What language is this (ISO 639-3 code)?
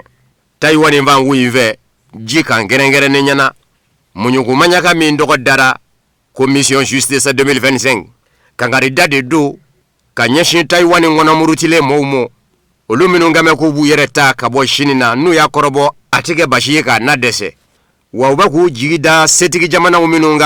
bam